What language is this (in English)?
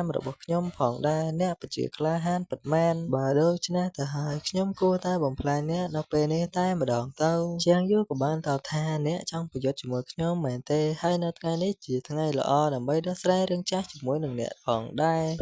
Khmer